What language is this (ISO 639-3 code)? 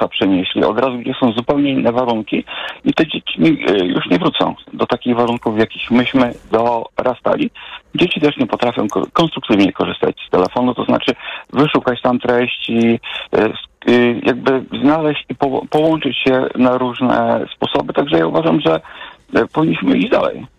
pol